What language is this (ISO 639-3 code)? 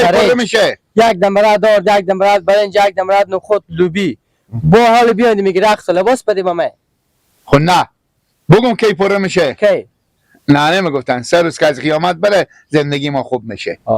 haz